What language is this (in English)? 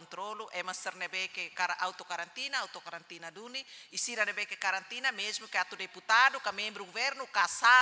Tetum